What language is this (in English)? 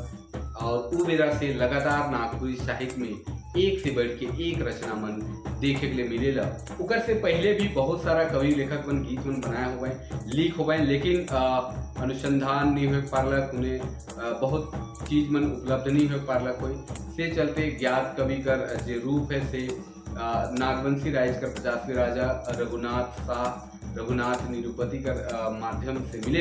Sadri